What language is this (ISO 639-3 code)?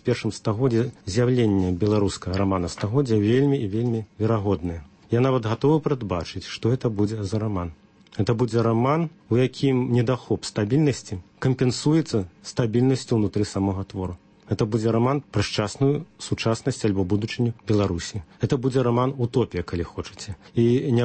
bel